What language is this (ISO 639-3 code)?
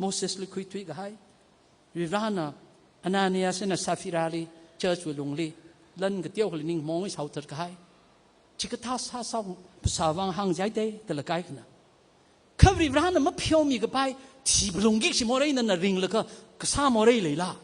nmf